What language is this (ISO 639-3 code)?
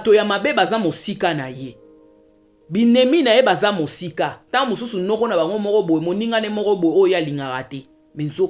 lin